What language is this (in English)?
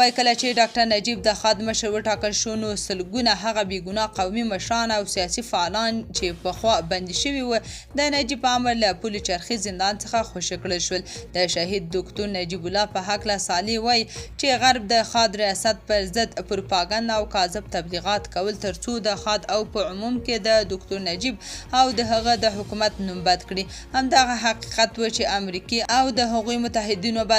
Pashto